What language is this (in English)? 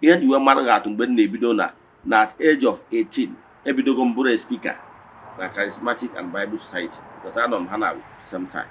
Igbo